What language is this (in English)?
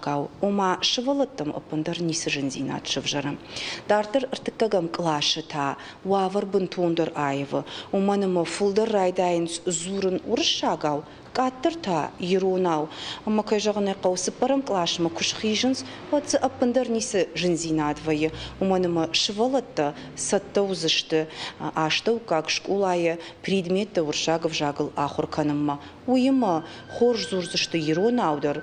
Ossetic